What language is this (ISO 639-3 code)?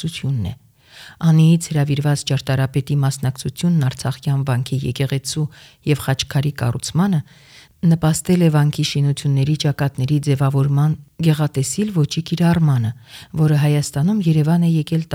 hye